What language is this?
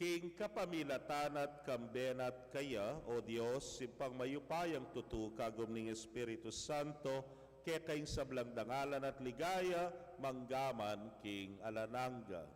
Pampanga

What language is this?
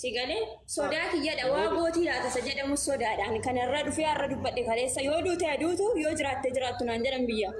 Oromo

